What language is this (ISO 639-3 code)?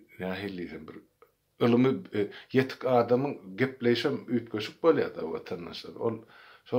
tuk